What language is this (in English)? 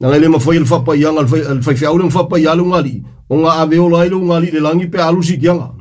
Samoan